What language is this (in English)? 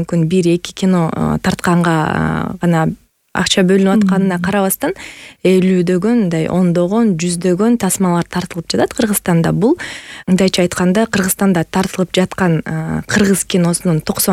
Kyrgyz